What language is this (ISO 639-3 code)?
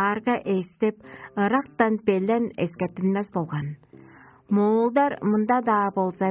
tyv